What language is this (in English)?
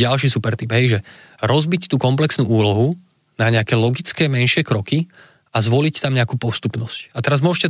Slovak